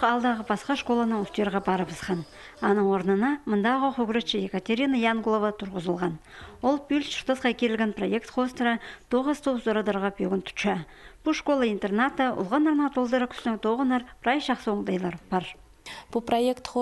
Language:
Khakas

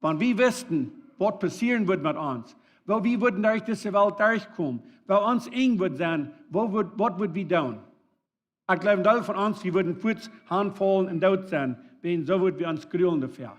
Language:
Plautdietsch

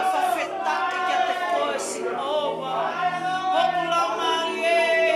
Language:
Tongan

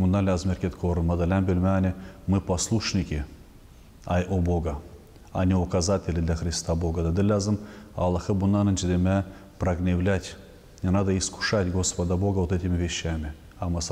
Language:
Gagauz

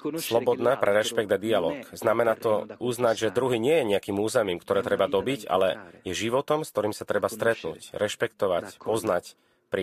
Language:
Slovak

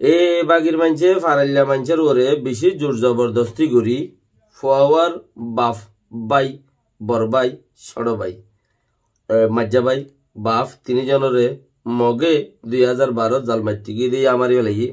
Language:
Rohingya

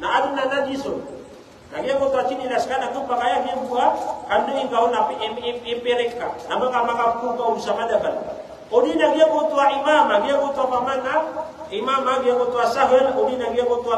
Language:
Maranao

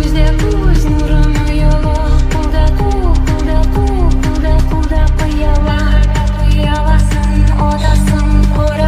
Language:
Kara-Kalpak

